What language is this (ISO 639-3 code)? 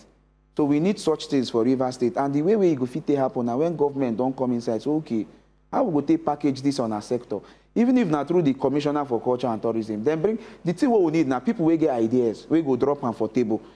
pcm